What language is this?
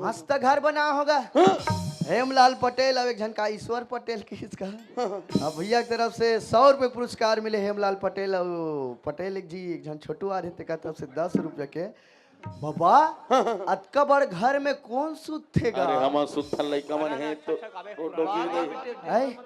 Chhattisgarhi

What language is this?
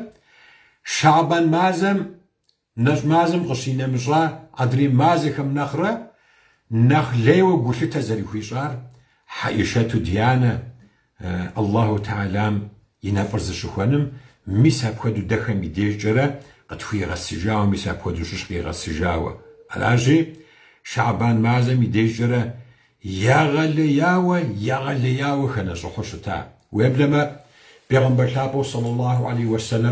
Kabardian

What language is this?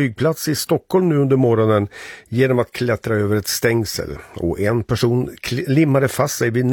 Swedish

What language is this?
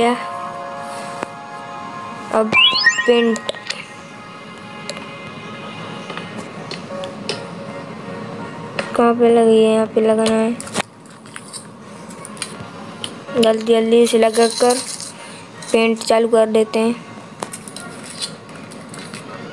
Hindi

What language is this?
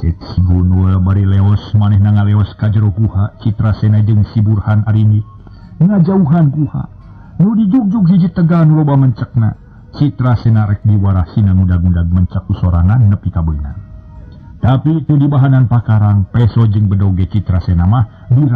Sundanese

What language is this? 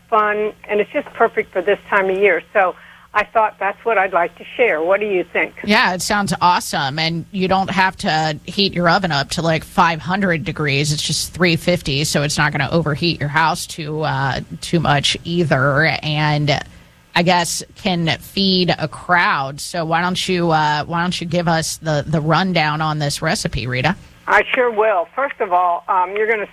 English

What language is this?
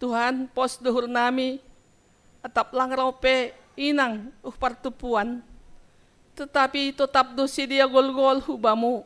Batak Simalungun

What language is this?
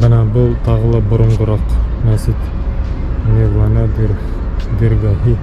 Bashkir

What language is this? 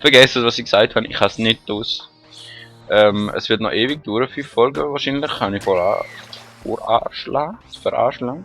Swiss German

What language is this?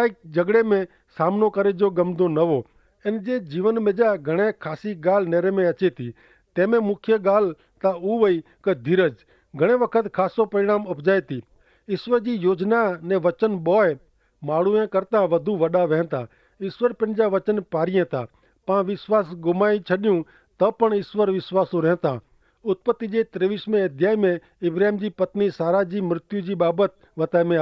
Kachhi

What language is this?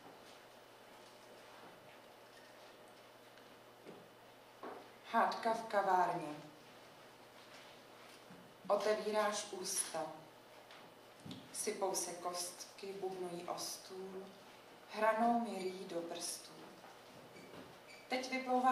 Czech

